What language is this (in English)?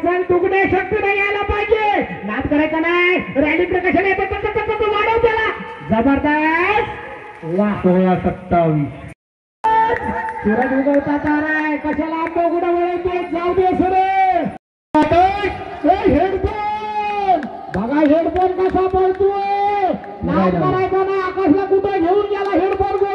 Marathi